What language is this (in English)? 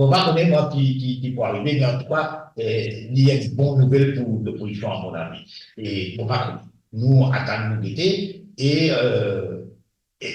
Morisyen